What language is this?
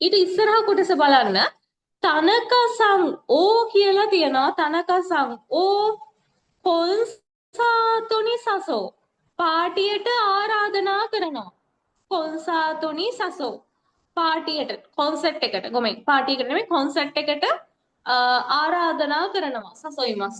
Sinhala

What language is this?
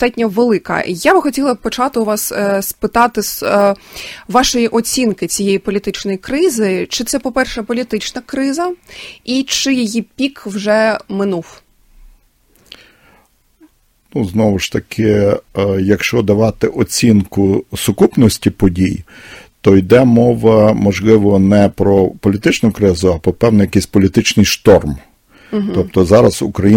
Ukrainian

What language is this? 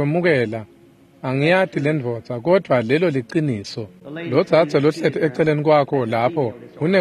Swati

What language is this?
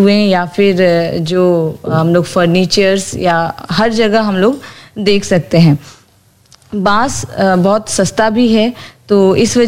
Hindi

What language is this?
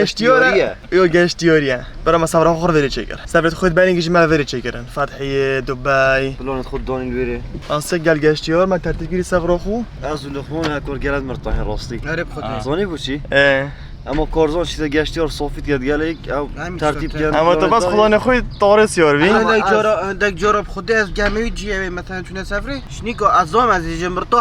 Kurdish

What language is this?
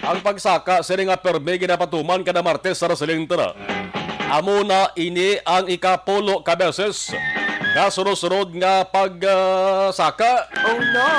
Hiligaynon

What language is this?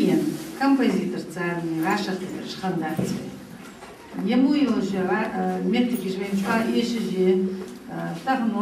Ingush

